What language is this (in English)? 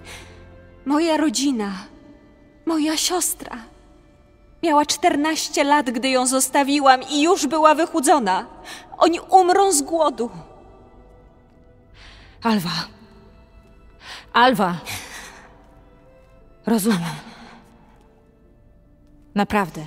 Polish